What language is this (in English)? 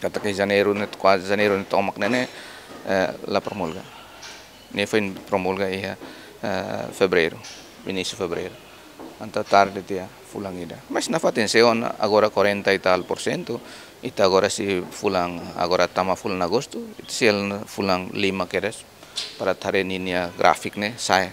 Tetum